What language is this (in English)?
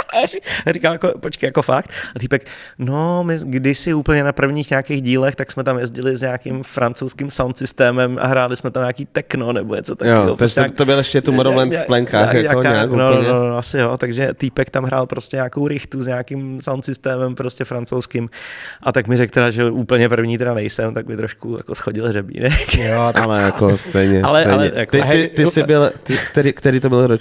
Czech